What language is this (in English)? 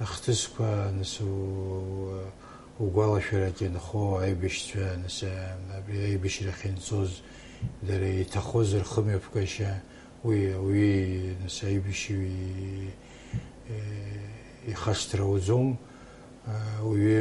Abkhazian